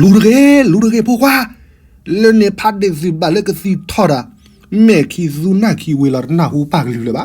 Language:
S'gaw Karen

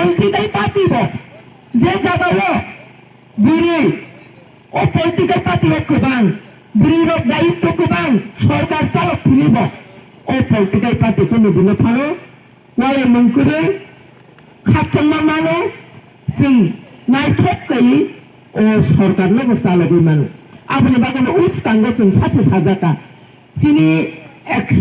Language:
Kok Borok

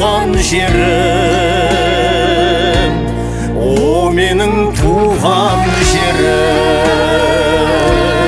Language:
Kazakh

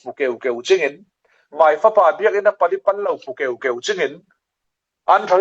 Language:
Falam Chin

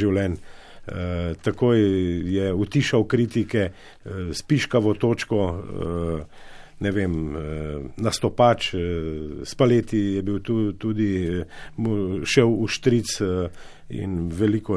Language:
Slovenian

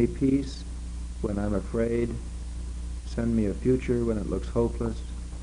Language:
English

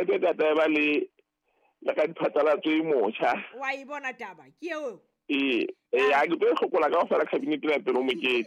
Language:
Southern Sotho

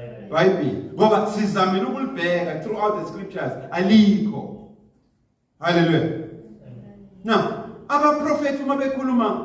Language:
Zulu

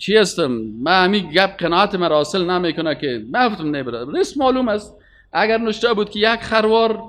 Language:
Persian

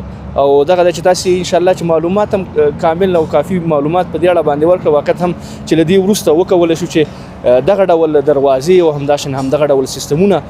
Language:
Pashto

